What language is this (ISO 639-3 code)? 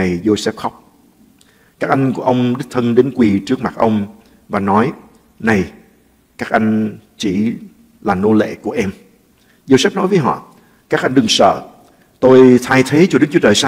vie